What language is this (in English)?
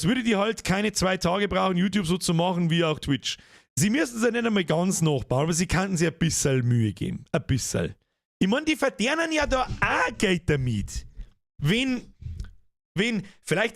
Bavarian